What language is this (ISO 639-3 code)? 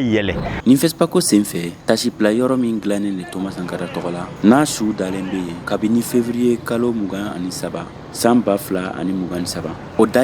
bam